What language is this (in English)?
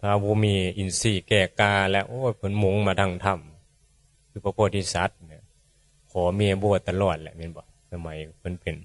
Northeastern Thai